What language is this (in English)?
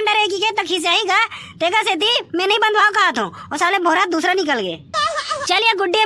Chhattisgarhi